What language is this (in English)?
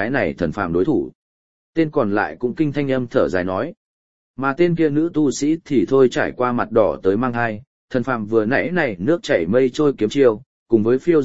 Vietnamese